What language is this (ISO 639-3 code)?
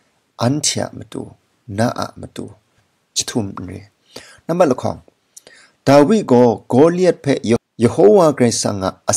kac